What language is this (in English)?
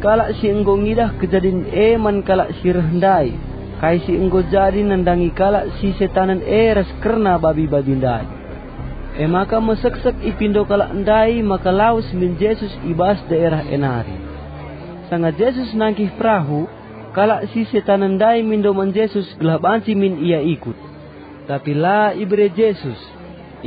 Batak Karo